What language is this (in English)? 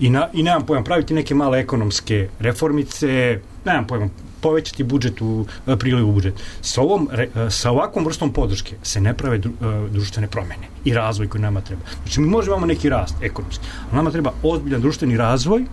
Serbian